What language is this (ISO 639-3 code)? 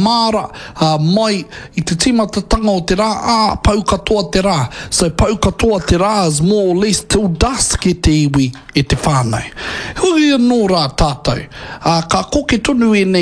mri